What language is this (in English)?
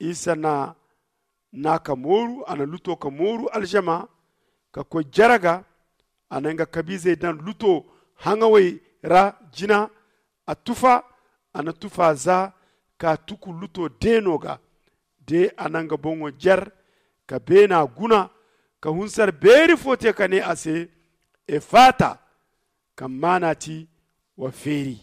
Zarma